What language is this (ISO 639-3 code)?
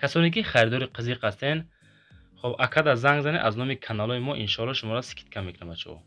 tgk